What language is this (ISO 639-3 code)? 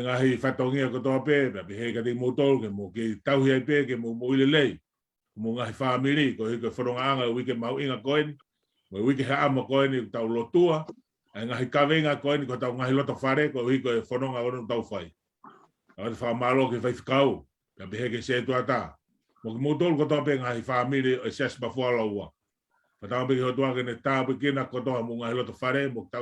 ton